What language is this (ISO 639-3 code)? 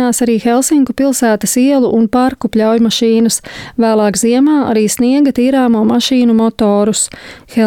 lav